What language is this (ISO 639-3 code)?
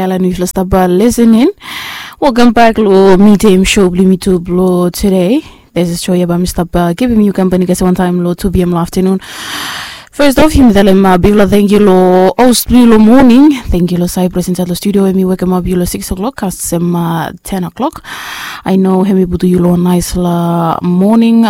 bis